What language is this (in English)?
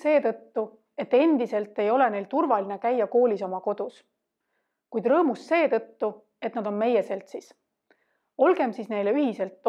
Estonian